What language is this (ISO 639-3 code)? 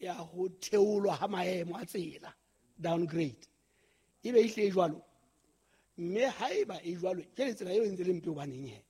sot